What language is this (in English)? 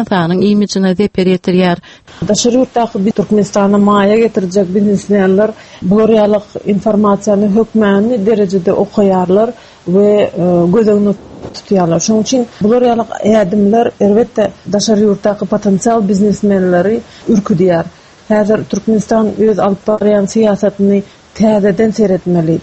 Turkmen